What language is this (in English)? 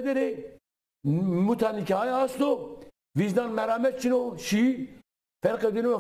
Zaza